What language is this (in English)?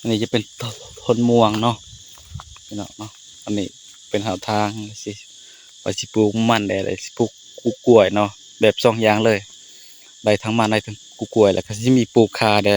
Northeastern Thai